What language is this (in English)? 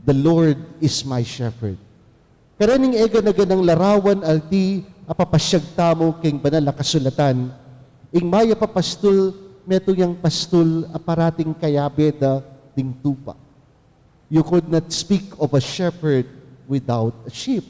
Pampanga